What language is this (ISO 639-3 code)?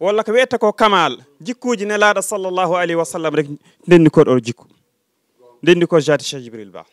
ful